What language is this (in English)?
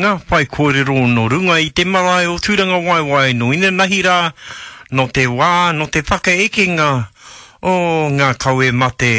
Māori